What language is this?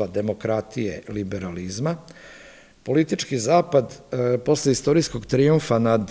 Serbian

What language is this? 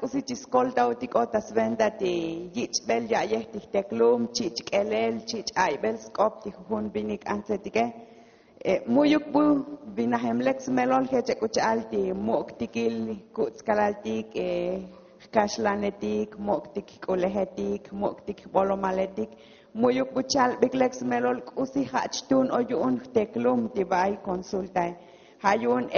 Tzotzil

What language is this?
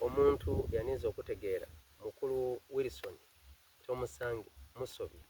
Soga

